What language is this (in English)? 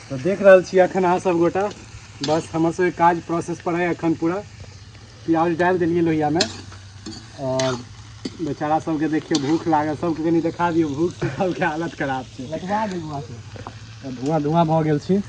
Maithili